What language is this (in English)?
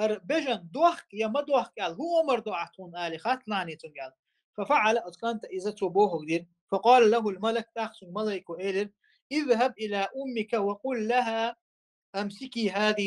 Chechen